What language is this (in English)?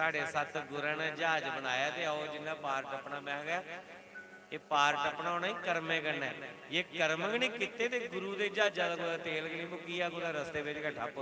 Dogri